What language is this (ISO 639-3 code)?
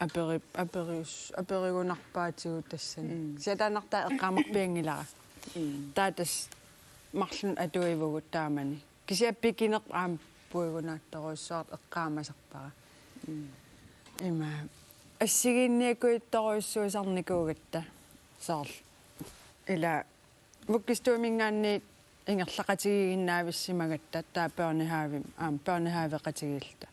kal